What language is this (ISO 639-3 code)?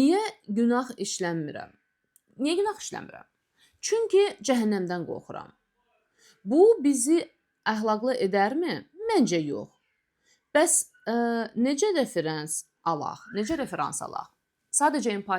aze